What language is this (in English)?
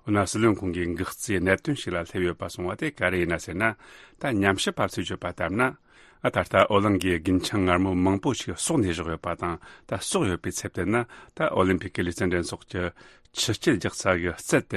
Tibetan